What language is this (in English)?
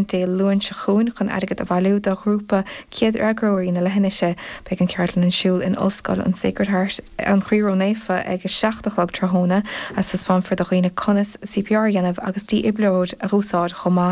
Irish